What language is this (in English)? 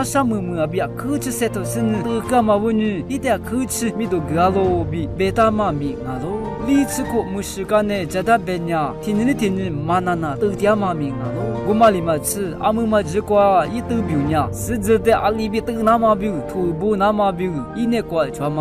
Lisu